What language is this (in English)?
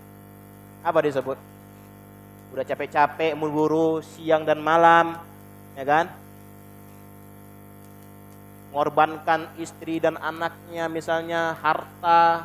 Indonesian